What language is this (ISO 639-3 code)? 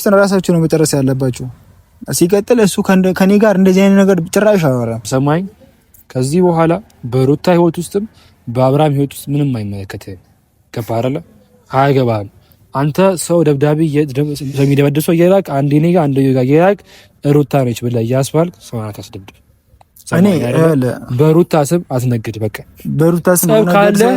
amh